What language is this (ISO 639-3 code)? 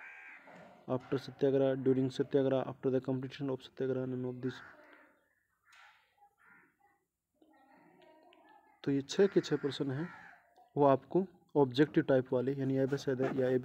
hin